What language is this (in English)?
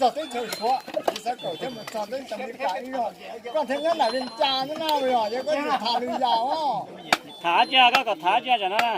Hmong